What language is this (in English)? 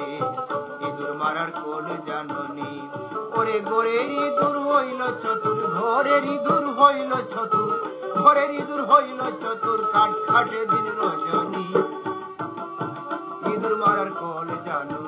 Bangla